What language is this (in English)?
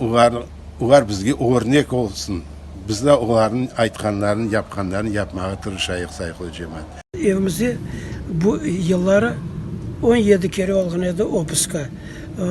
Crimean Tatar